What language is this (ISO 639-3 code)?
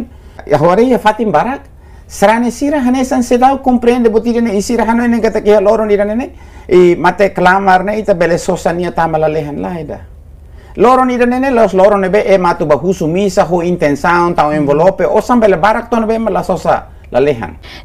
tet